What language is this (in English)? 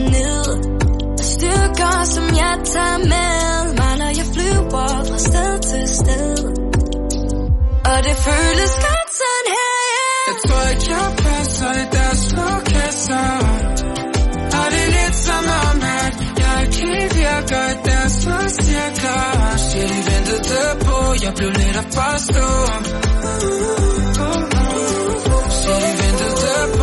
Danish